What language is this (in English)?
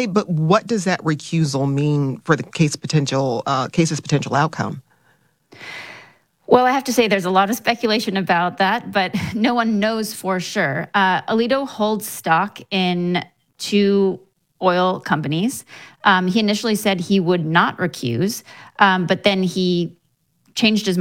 English